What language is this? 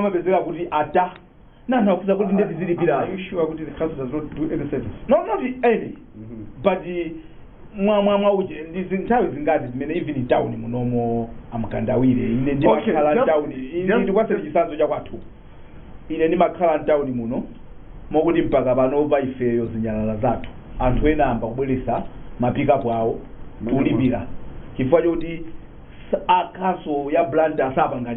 Nyanja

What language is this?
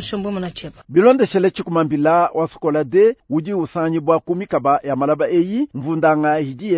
Luba-Lulua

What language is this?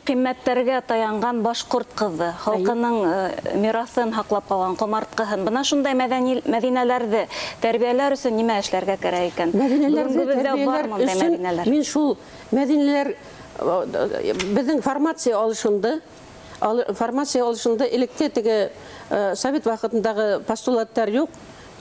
Bashkir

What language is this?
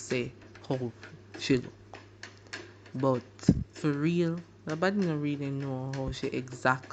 Jamaican Creole English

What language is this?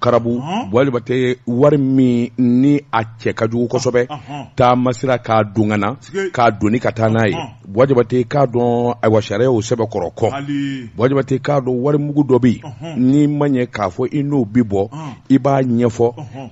Bambara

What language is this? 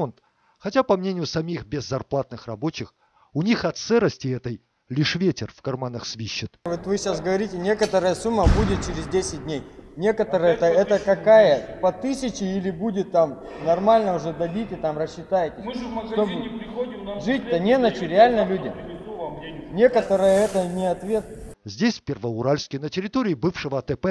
Russian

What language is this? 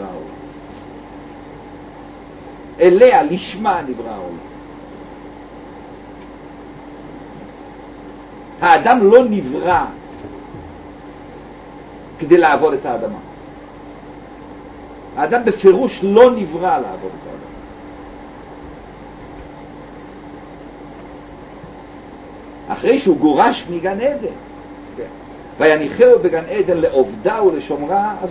Hebrew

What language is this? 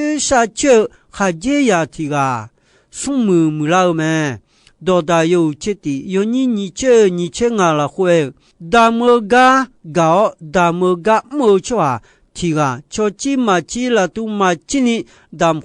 Akha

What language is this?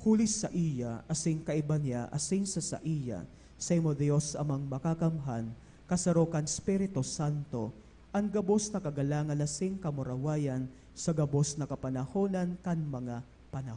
Bikol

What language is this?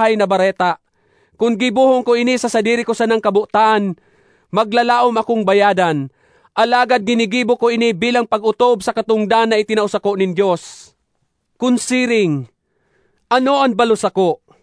Bikol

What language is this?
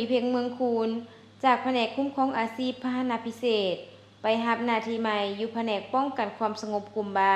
Lao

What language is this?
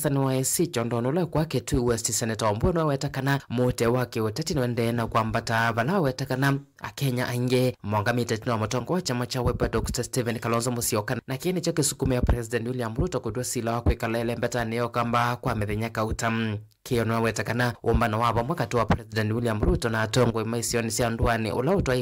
Kamba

